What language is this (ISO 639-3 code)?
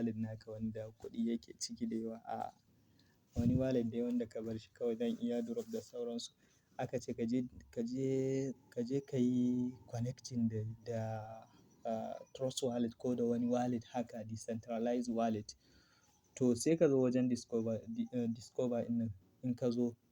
hau